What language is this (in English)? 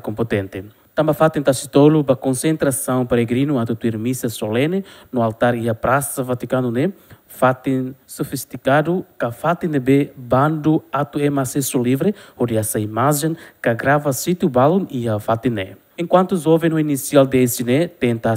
Tetum